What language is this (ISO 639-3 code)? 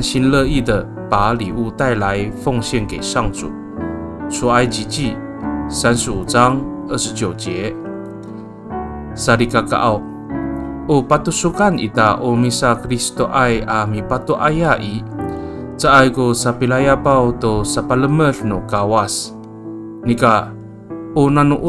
ami